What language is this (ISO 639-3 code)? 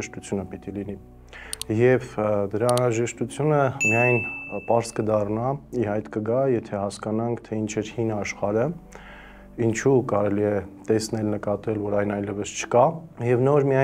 hye